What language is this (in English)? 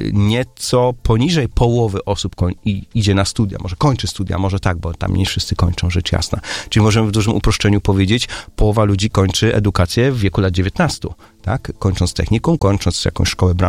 Polish